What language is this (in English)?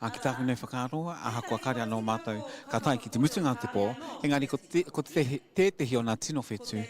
Māori